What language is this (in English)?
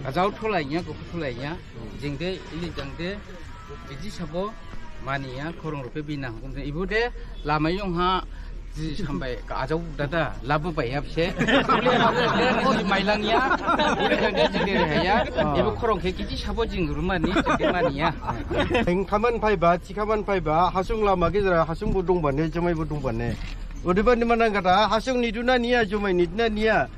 Dimasa